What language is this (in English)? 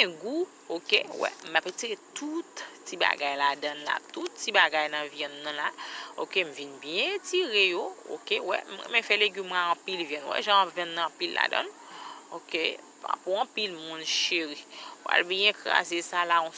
Haitian Creole